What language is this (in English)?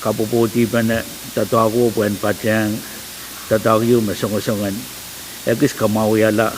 Pohnpeian